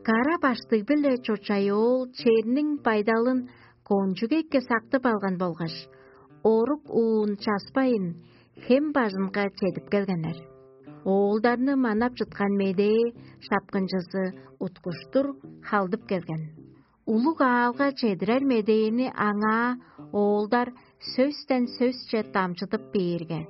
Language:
Tuvinian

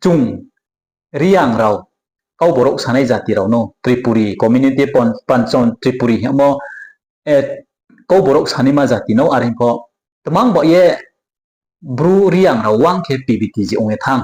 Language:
Riang (India)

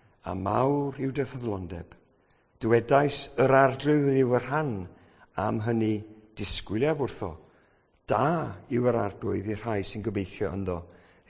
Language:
Welsh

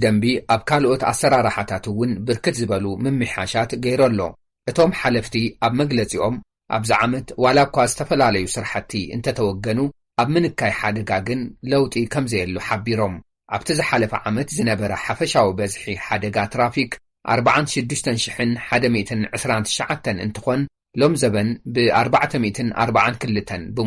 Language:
Tigrinya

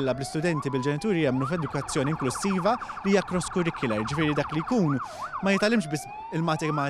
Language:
Maltese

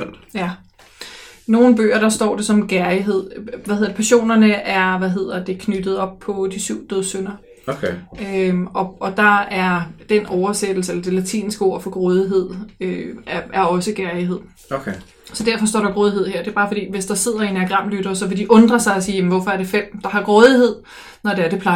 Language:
Danish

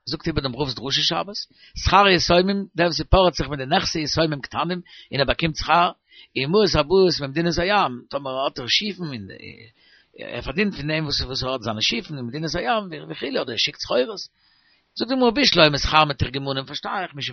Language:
Yiddish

